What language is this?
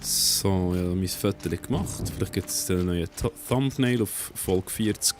Swiss German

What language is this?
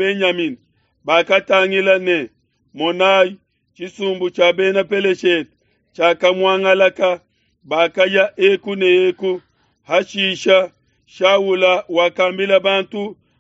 Luba-Lulua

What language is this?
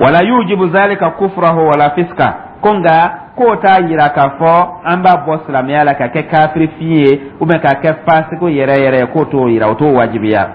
Dyula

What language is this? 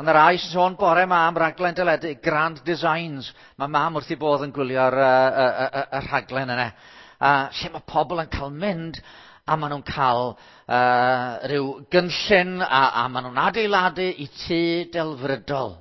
Welsh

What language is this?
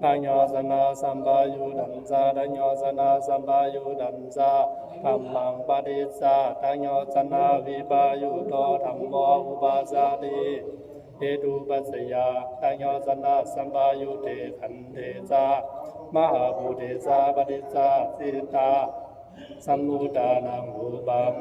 Pali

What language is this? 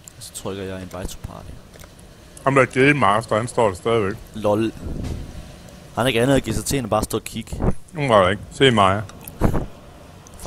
Danish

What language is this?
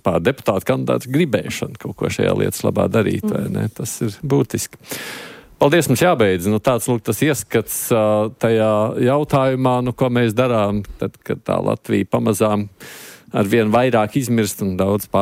Latvian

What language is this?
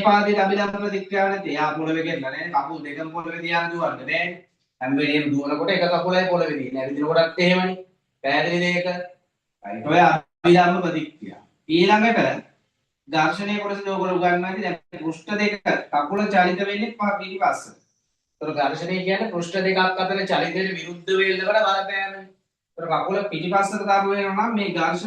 Sinhala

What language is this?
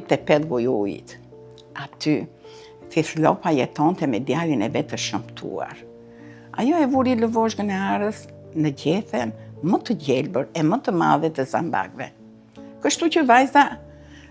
Albanian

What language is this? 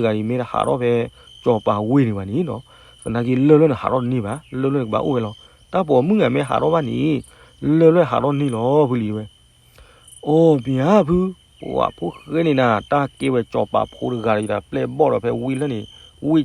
S'gaw Karen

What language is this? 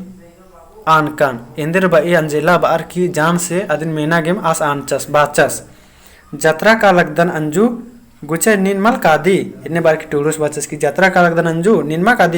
Kurukh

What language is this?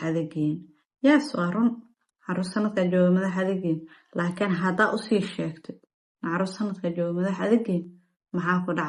Somali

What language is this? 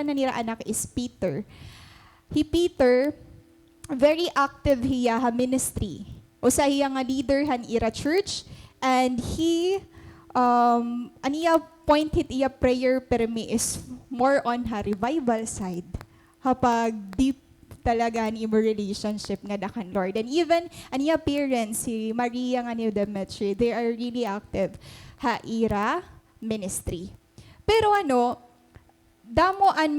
Waray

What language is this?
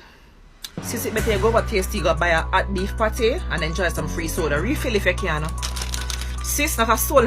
Jamaican Creole English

